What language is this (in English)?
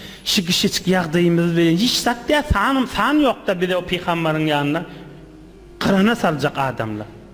Turkmen